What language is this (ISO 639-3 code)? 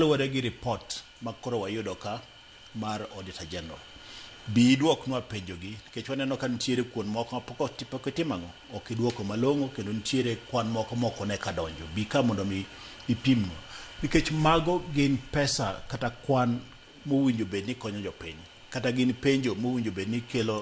luo